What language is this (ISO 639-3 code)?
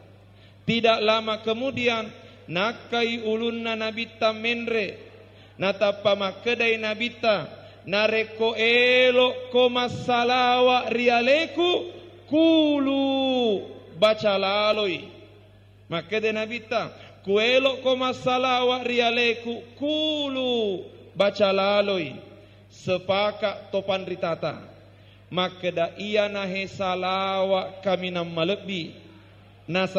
bug